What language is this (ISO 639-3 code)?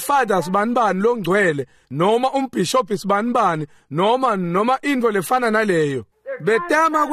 ssw